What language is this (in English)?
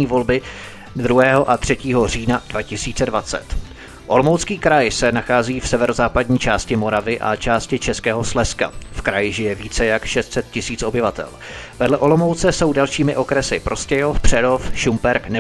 Czech